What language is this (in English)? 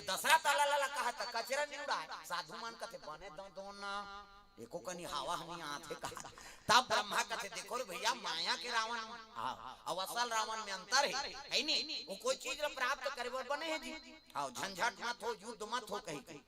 Chhattisgarhi